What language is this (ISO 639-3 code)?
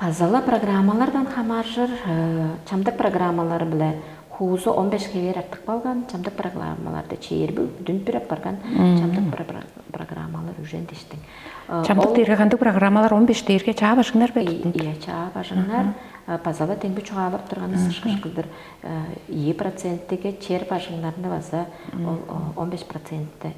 tyv